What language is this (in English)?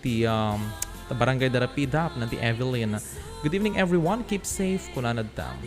Iloko